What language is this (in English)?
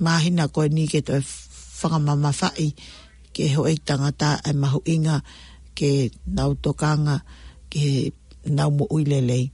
Tongan